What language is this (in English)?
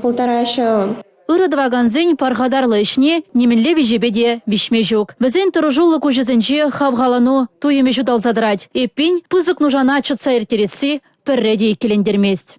Chuvash